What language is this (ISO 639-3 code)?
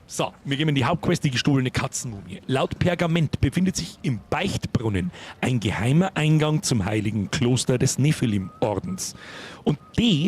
bar